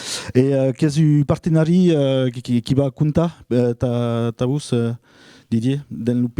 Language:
Occitan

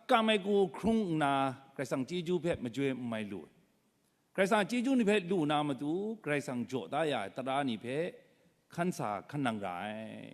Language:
Kachin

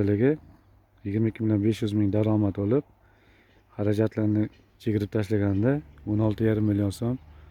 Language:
Uzbek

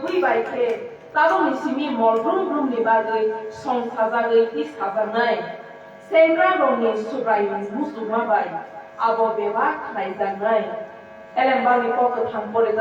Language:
Kok Borok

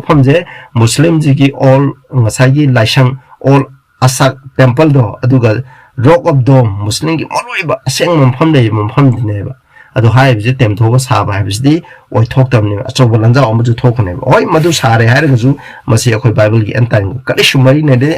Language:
Manipuri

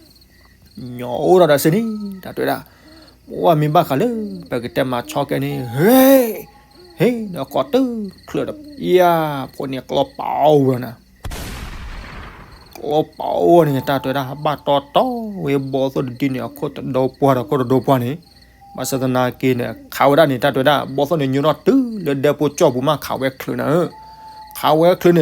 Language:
S'gaw Karen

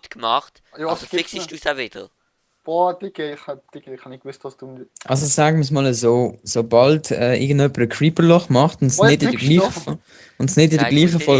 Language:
Swiss German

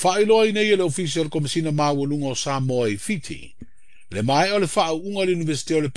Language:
Samoan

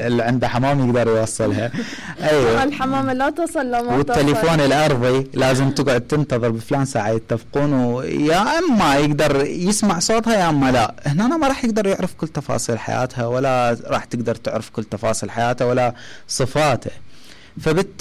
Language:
Mesopotamian Arabic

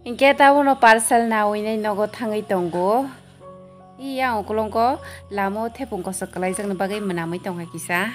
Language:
Kok Borok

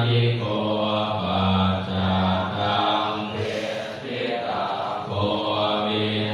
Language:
Pali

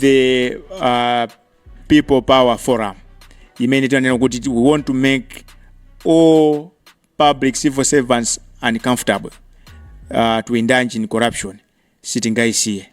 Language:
Nyanja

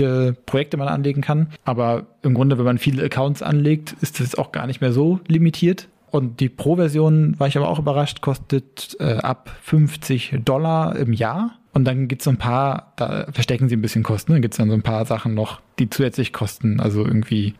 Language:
German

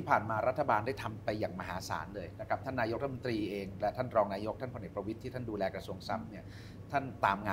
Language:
Thai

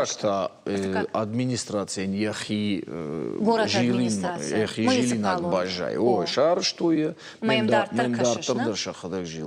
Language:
Ossetic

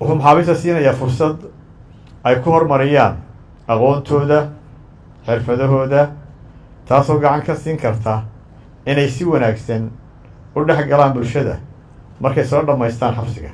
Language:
Somali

